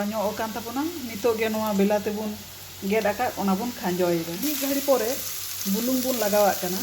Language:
Santali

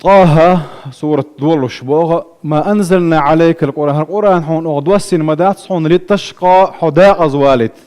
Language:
Chechen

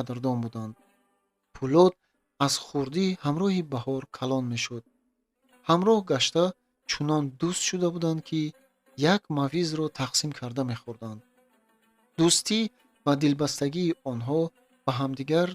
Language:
Tajik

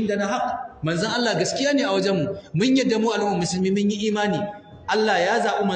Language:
Hausa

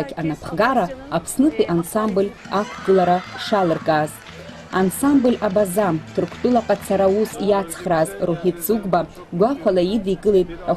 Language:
Abkhazian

